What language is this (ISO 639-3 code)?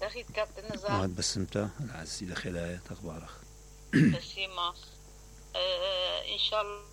acm